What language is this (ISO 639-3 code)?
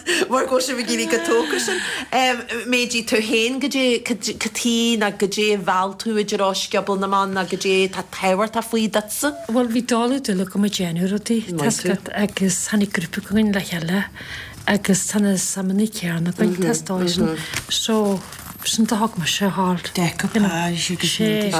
gle